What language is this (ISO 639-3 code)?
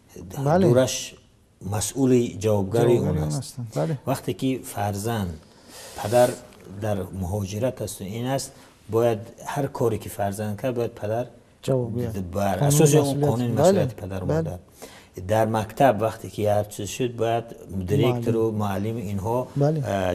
tgk